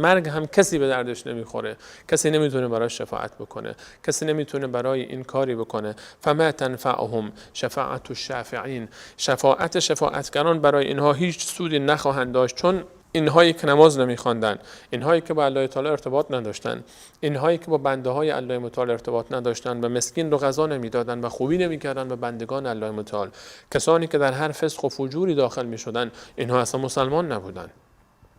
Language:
Persian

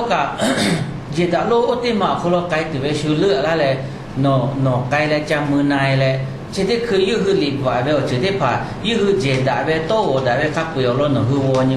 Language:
Lahu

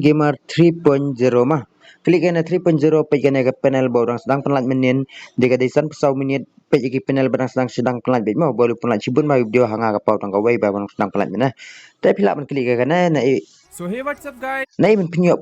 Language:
Khasi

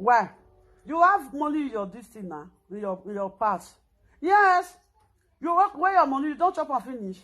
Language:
Nigerian Pidgin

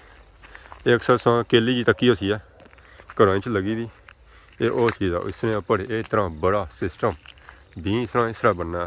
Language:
Pahari-Potwari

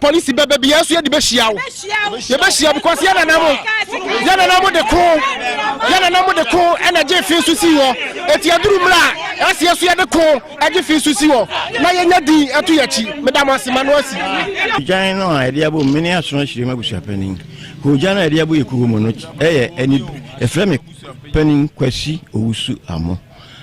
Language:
Akan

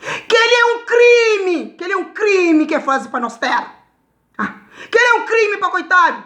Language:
Kabuverdianu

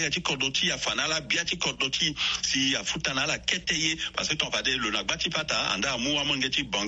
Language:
Sango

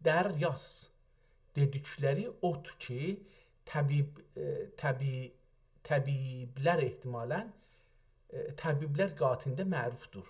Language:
South Azerbaijani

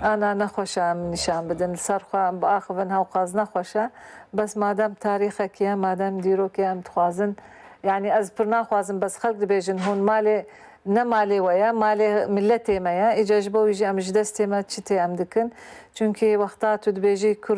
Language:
Kurdish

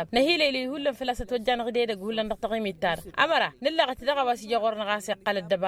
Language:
Tamasheq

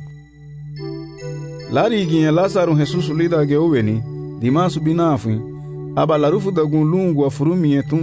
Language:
Garifuna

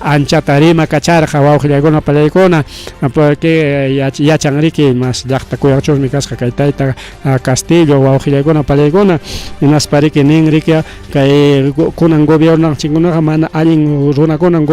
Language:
Ayacucho Quechua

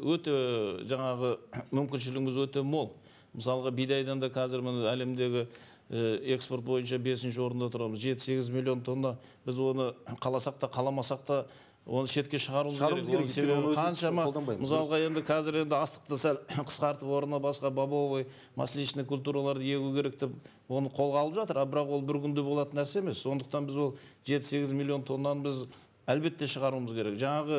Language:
Kazakh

